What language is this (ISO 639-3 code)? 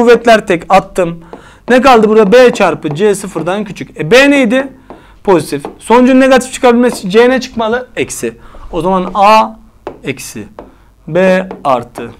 tur